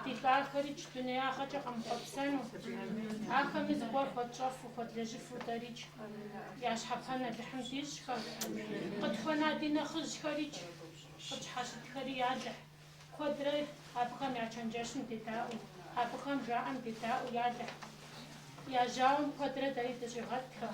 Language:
Kabardian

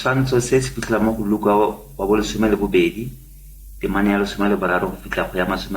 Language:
Tswana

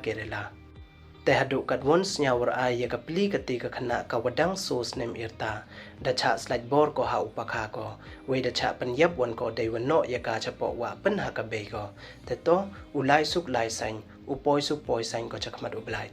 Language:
Pnar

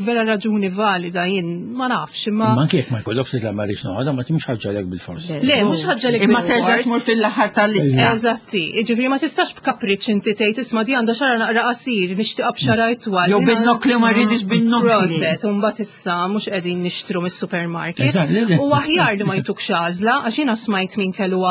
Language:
Maltese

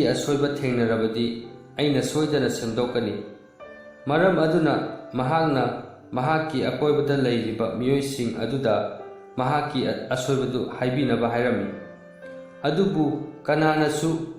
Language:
Manipuri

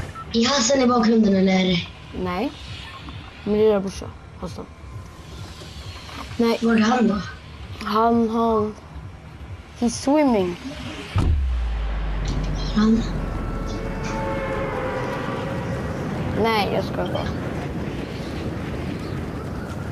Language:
Swedish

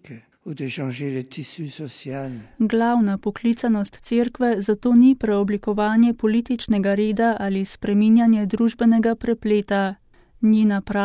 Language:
Slovenian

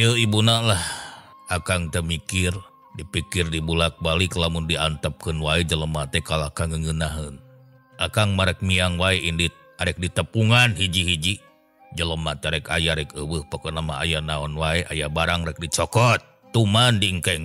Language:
Sundanese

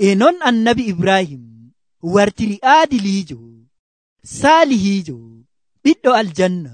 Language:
Nigerian Fulfulde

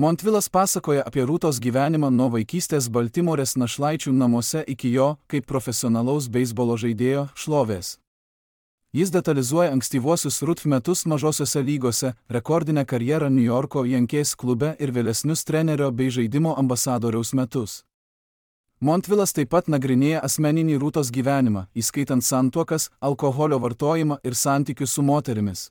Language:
Lithuanian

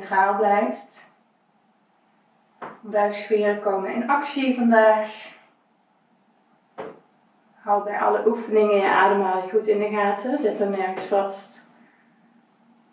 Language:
Dutch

